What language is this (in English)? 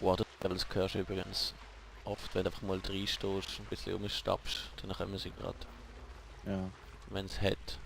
Swiss German